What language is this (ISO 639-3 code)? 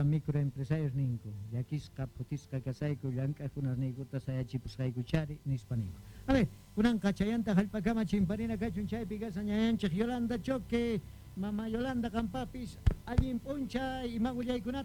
quh